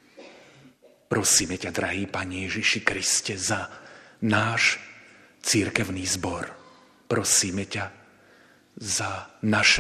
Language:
Slovak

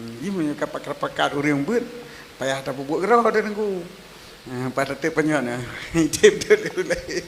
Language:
Achinese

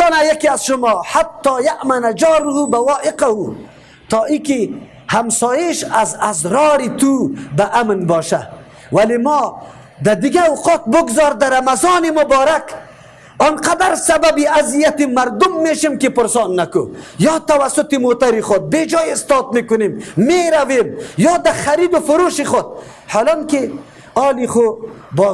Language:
Persian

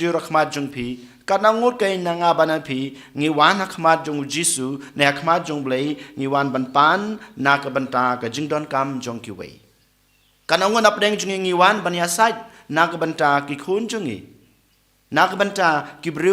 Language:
Khasi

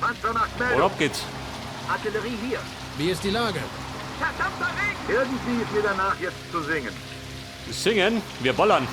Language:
Bavarian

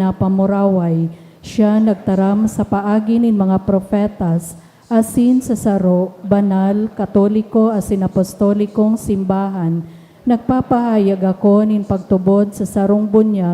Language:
Bikol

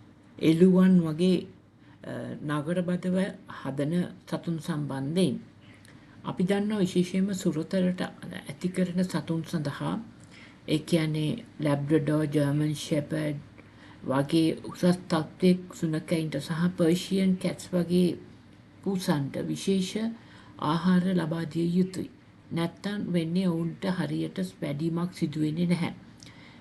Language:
Sinhala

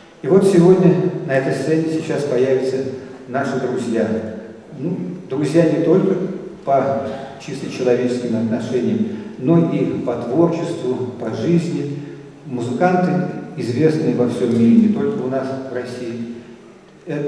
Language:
Russian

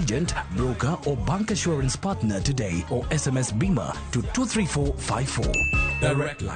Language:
Luo (Kenya and Tanzania)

